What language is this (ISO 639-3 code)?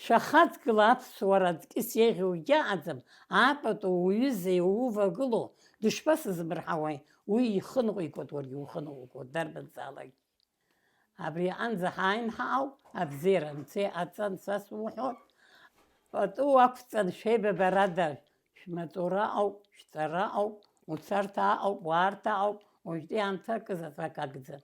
abk